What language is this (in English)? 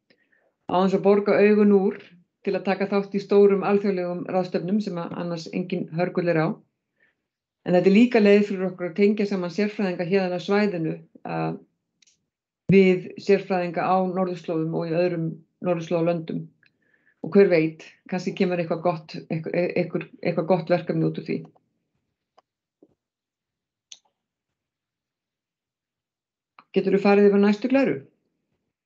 Icelandic